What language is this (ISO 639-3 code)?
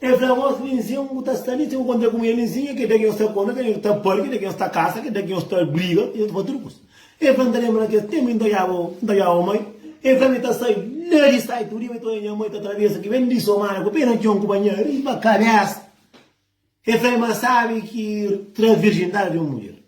kea